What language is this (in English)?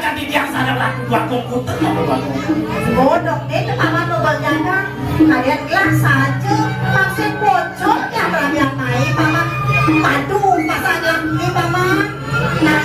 Balinese